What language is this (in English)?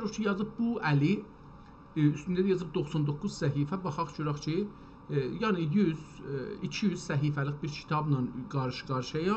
South Azerbaijani